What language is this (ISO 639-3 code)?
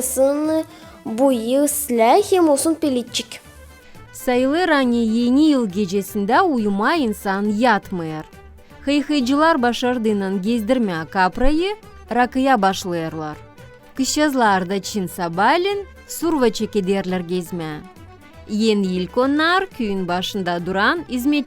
gag